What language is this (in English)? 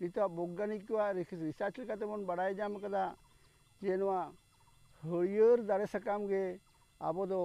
Santali